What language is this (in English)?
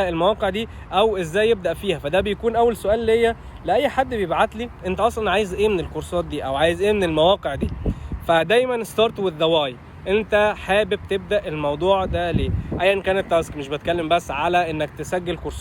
Egyptian Arabic